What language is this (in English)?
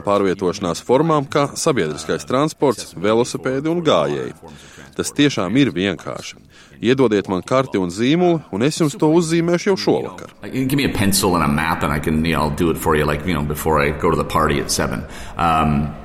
Latvian